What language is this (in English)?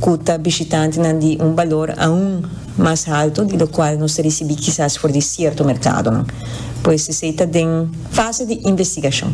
Papiamento